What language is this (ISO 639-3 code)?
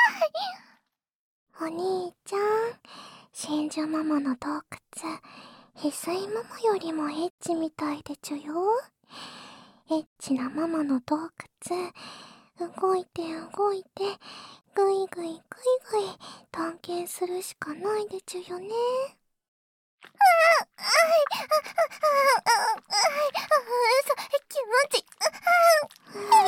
jpn